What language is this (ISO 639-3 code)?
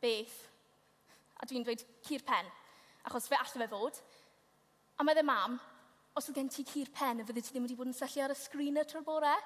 cym